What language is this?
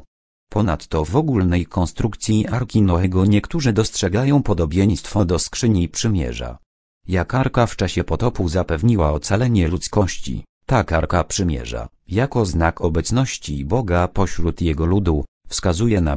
Polish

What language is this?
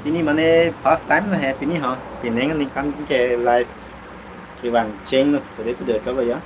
Karbi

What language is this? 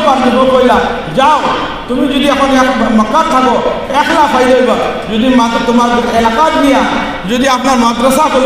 Sylheti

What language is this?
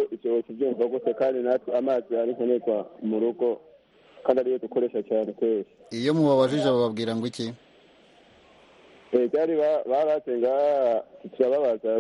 Kinyarwanda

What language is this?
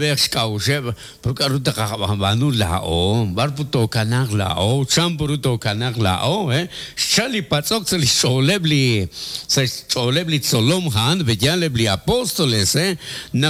Kekchí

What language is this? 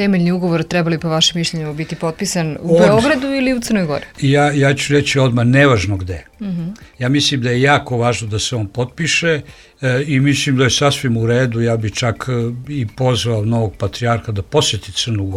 Serbian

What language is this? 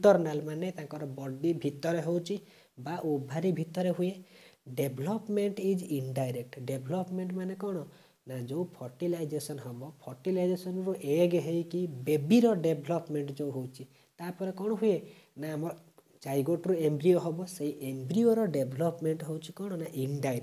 Odia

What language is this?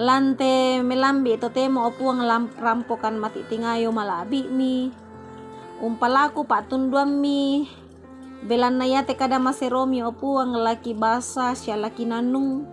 Toraja-Sa'dan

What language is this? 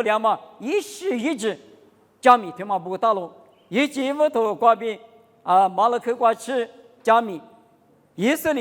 Lisu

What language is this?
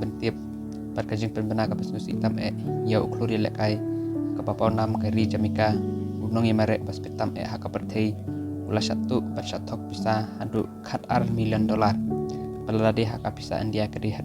Khasi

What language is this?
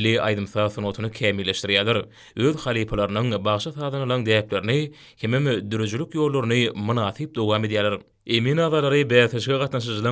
Turkmen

